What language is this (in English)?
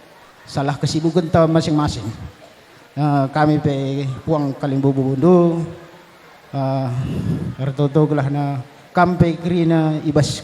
Batak Karo